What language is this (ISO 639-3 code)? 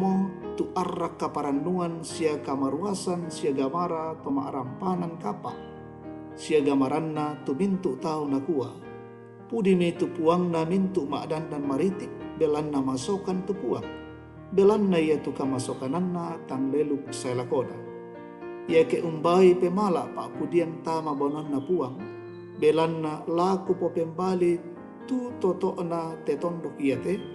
sda